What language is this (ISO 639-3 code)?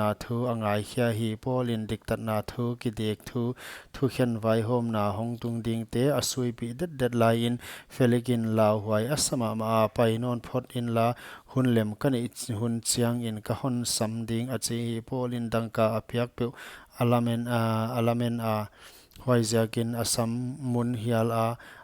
pck